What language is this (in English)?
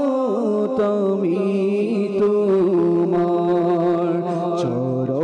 Bangla